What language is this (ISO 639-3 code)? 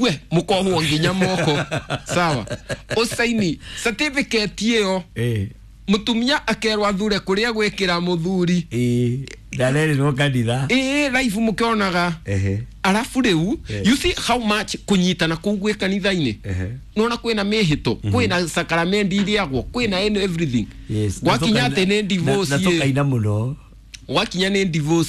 kik